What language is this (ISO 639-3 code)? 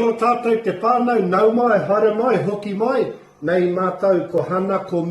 mri